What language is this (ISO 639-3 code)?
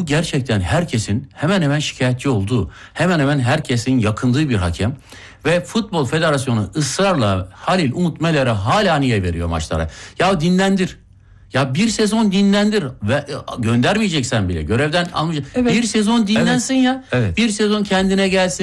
tur